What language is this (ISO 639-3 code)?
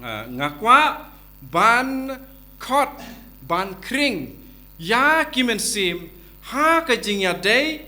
kha